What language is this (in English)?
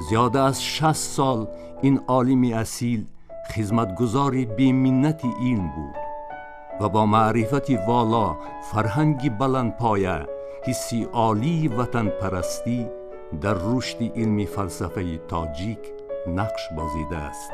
Tajik